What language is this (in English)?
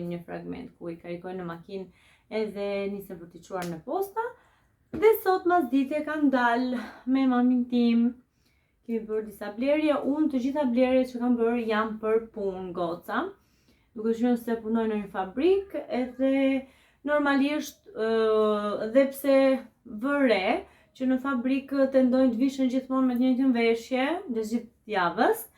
Albanian